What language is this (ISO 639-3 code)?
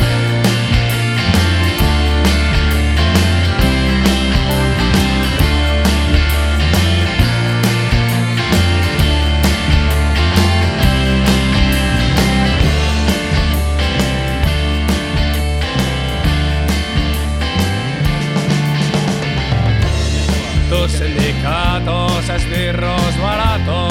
eus